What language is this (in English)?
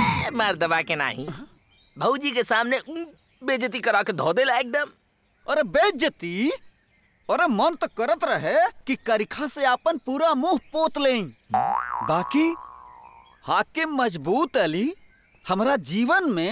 Bhojpuri